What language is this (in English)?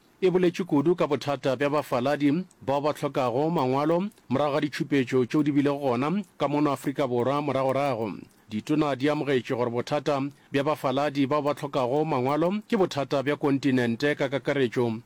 Northern Sotho